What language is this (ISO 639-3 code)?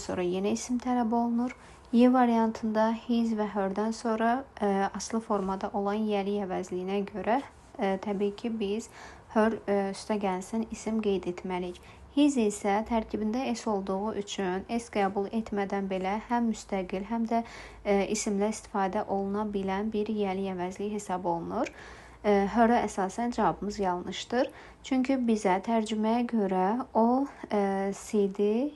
aze